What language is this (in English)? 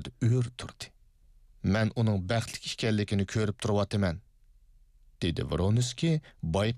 Uyghur